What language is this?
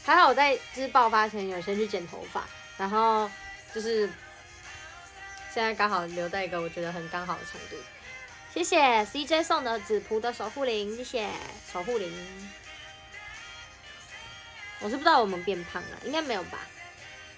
Chinese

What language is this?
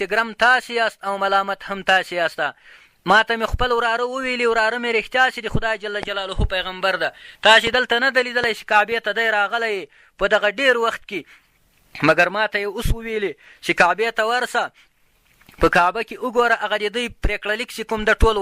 Pashto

